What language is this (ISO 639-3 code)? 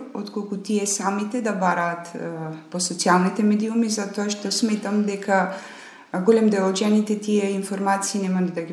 mkd